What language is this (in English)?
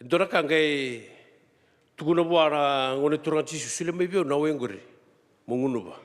Fijian